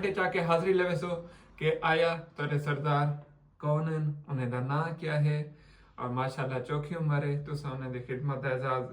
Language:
Saraiki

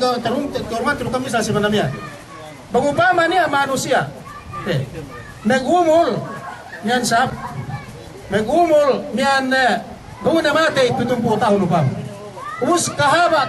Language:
Yakan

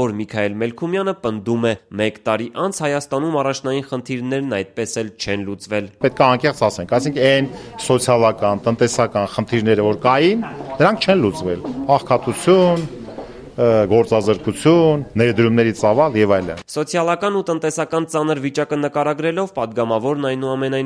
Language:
Armenian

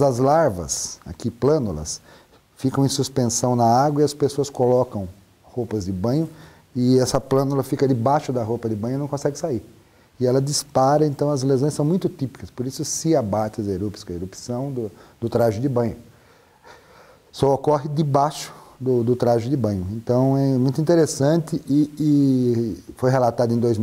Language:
Portuguese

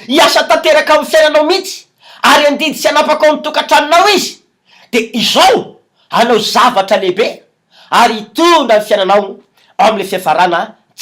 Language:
Malagasy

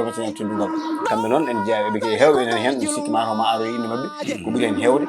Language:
Fula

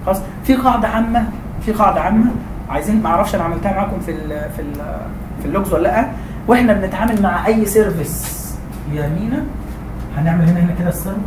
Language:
Egyptian Arabic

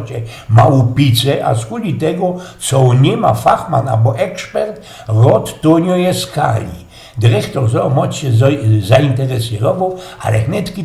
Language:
Silesian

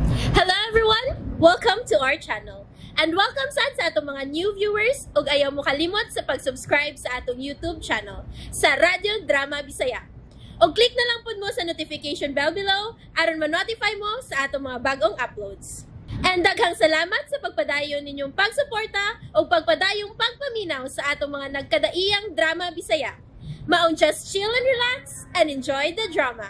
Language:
Cebuano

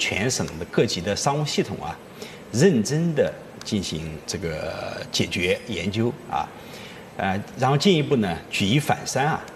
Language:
Chinese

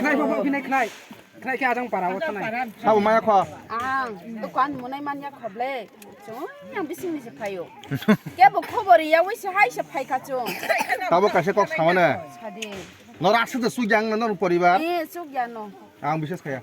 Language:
Kok Borok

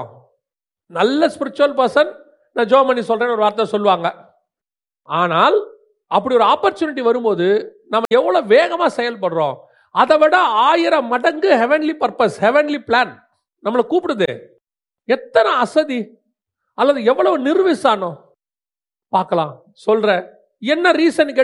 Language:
Tamil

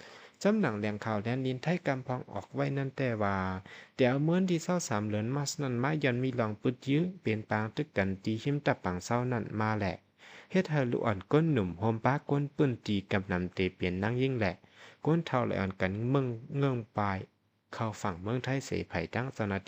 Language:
Shan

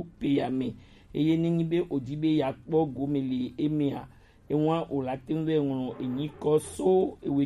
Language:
Gen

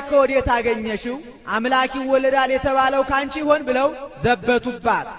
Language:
Amharic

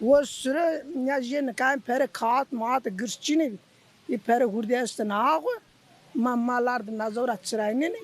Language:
Zaza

